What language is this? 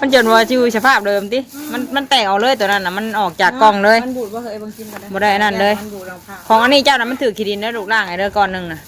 Northeastern Thai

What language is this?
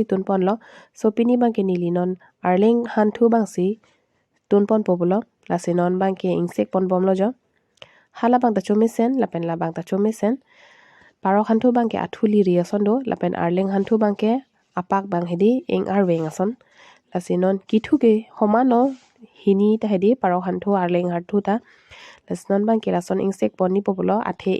Karbi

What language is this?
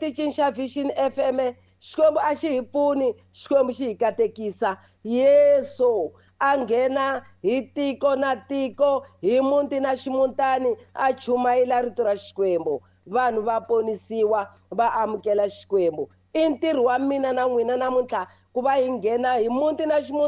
Tsonga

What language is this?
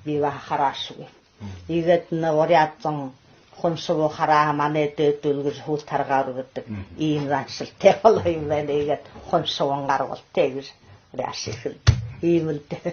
Buriat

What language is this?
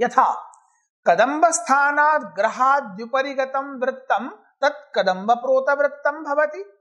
Sanskrit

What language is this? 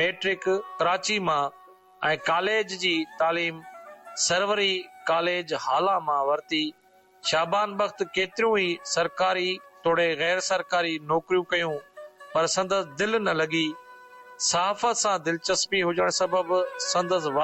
Sindhi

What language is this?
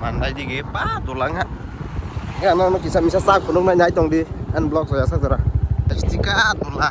Kok Borok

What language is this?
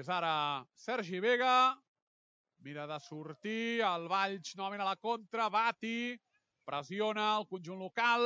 Catalan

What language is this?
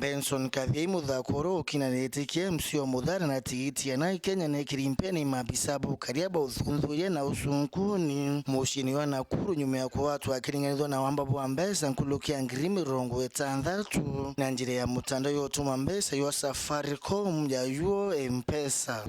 Meru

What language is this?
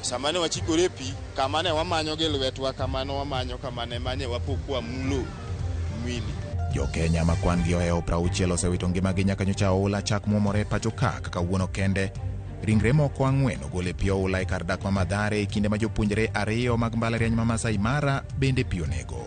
Luo (Kenya and Tanzania)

